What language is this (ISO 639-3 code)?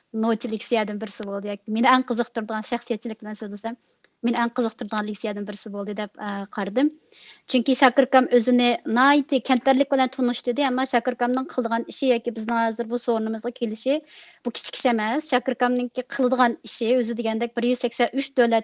uig